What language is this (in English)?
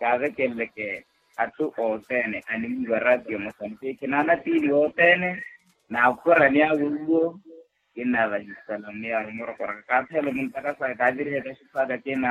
Makhuwa